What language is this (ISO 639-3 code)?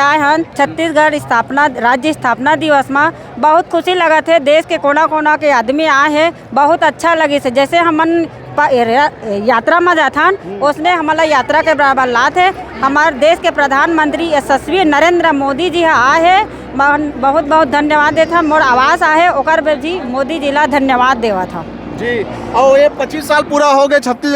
hne